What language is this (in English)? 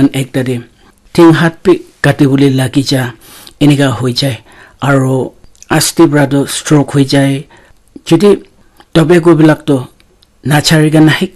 Naga Pidgin